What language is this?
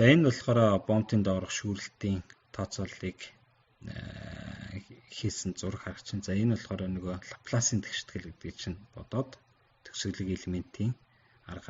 Mongolian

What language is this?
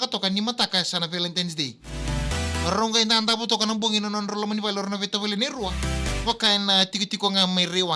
Fijian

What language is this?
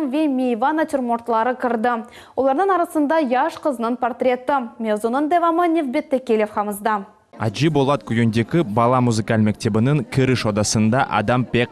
Crimean Tatar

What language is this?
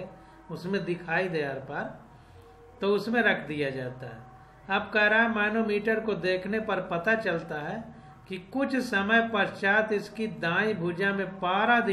Hindi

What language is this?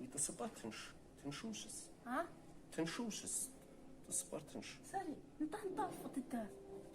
Kabardian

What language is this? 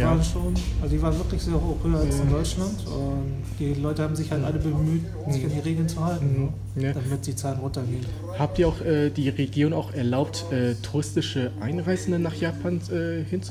German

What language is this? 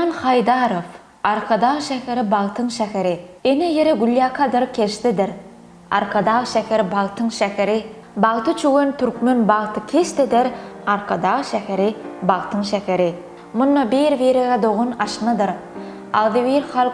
Turkmen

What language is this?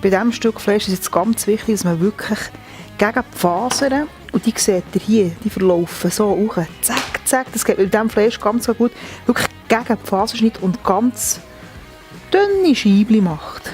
Swiss German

